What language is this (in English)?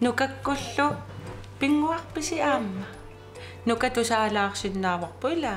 Kalaallisut